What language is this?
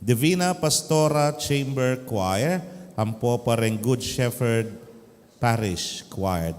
Pampanga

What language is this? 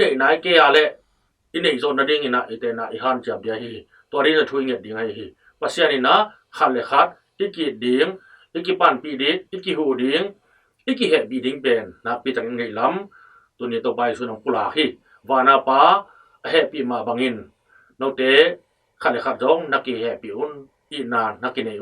Tedim Chin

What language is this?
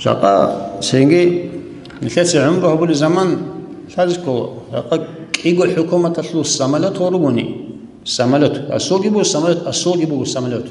Avaric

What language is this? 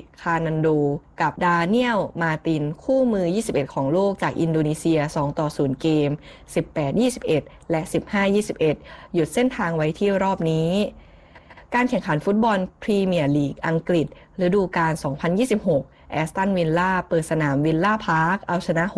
Thai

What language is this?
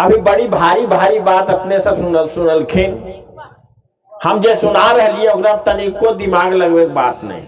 Magahi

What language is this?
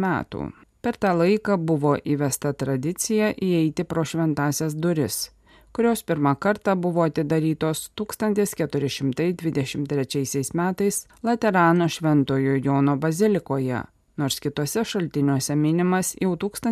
Lithuanian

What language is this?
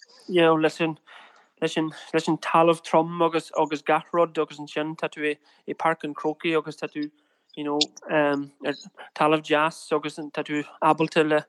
Irish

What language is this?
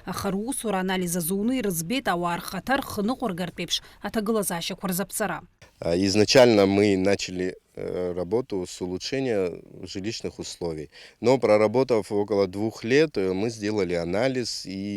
Abkhazian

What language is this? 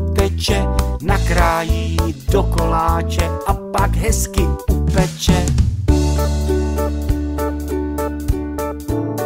Czech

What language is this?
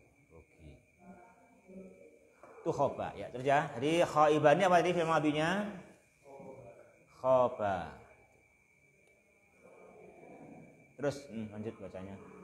Indonesian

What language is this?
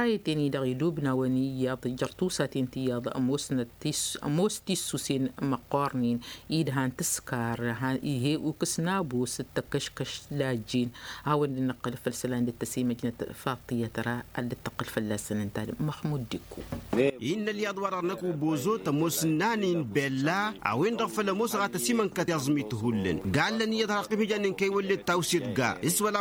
Tamasheq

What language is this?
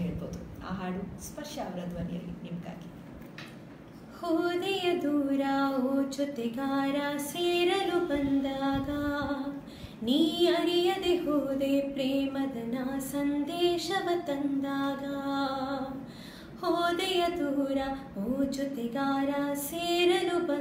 Kannada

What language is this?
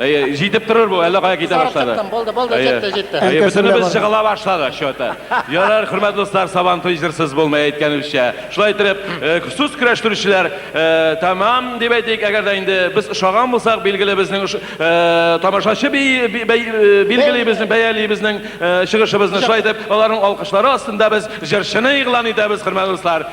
Tatar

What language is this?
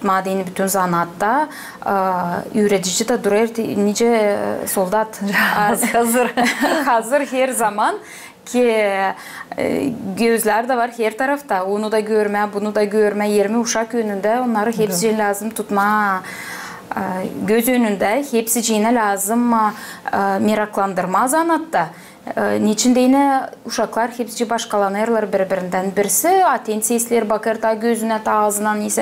Gagauz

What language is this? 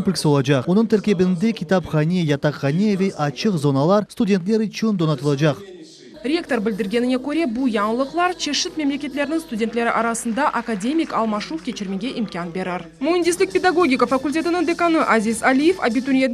Crimean Tatar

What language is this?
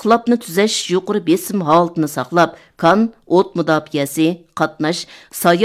Uyghur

